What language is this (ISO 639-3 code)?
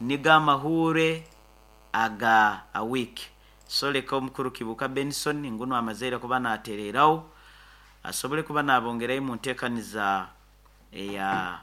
nyo